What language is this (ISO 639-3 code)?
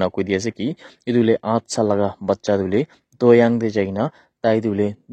nag